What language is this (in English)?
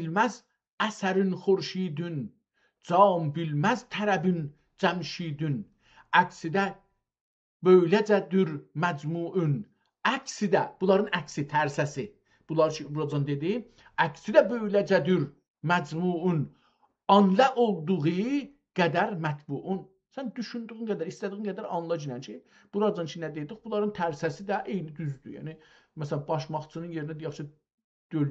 South Azerbaijani